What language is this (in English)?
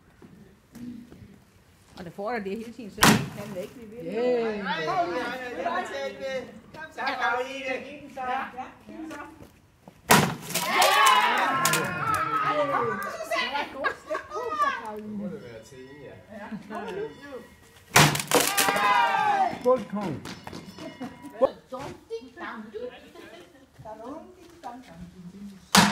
Danish